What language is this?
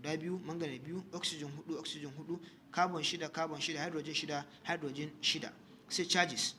Hausa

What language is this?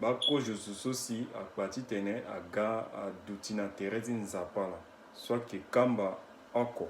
Sango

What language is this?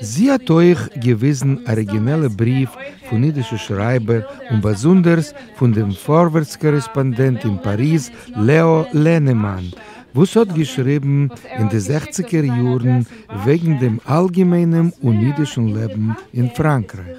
Yiddish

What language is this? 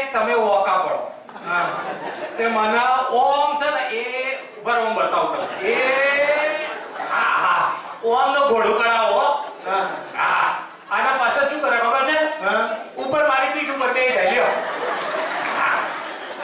Gujarati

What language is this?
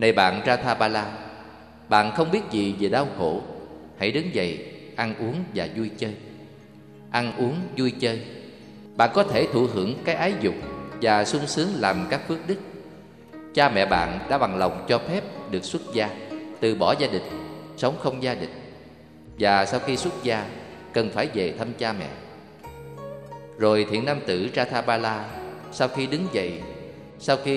Vietnamese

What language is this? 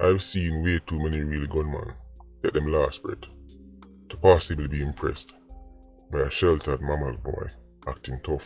Jamaican Creole English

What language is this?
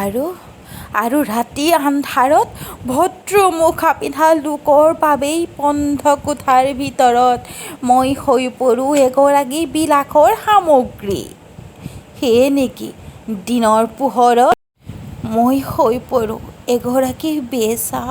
Assamese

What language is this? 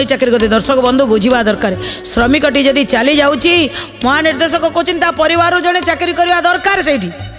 Odia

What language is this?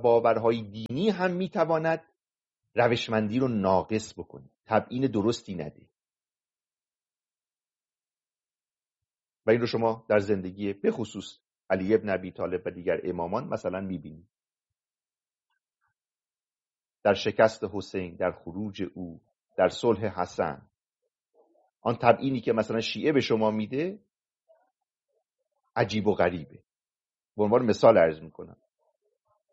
Persian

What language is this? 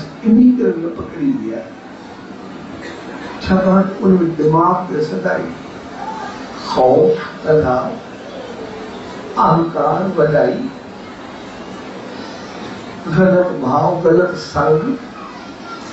Sindhi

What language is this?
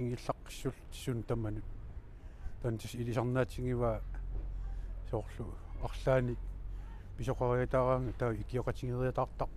Kalaallisut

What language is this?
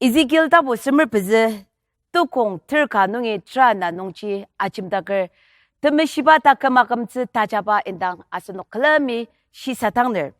Ao Naga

